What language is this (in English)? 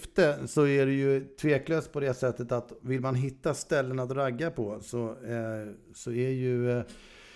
Swedish